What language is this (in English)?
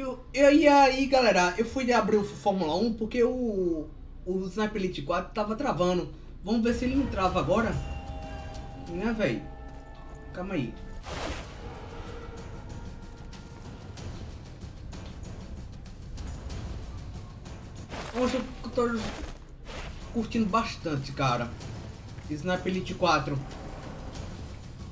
Portuguese